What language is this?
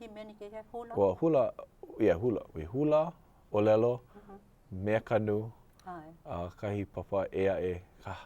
Hawaiian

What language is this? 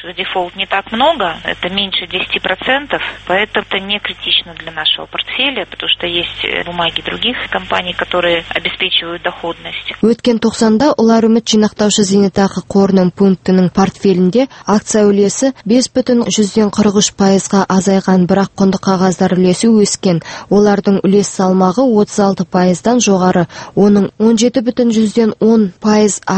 Kazakh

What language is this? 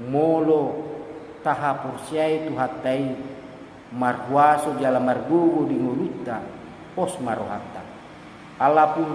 Batak Toba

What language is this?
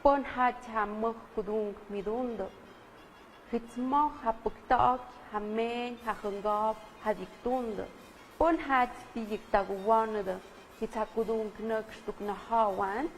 Tlahuitoltepec Mixe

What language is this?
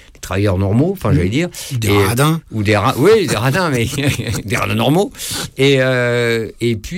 French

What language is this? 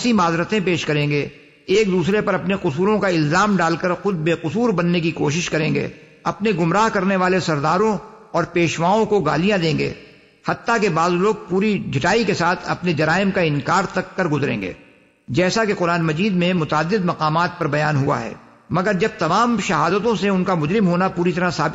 Urdu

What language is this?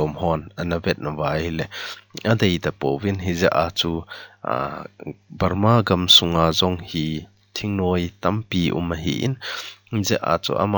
Thado Chin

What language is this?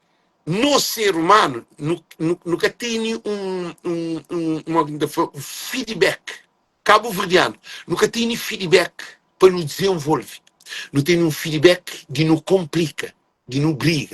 Kabuverdianu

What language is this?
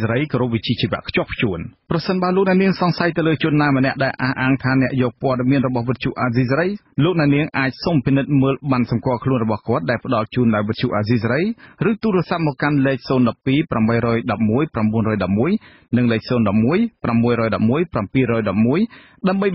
Khmer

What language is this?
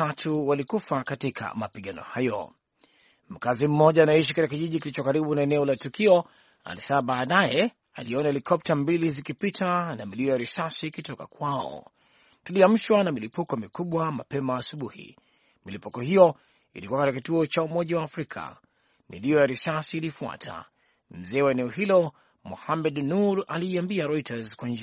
Swahili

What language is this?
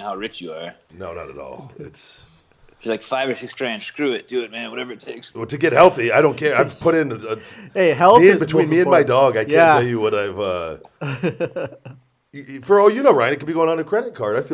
English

